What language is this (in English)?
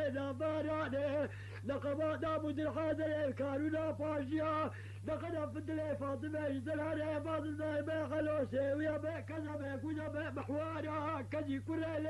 Kurdish